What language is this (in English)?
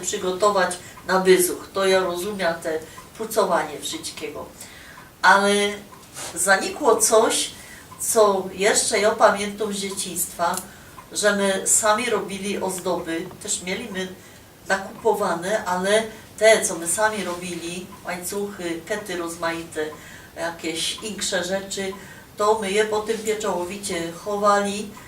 Silesian